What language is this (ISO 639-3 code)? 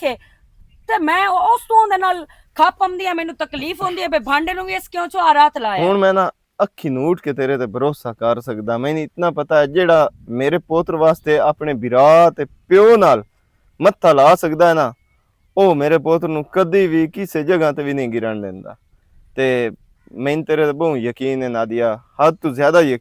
lah